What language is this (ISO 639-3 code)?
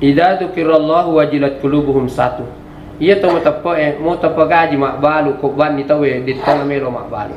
bug